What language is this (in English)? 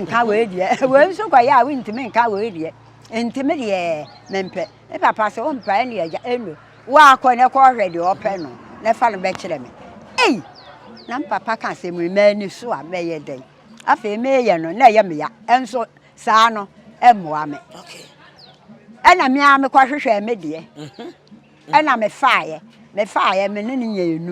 Akan